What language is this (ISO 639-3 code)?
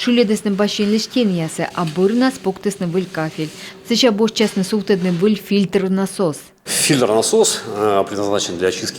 kom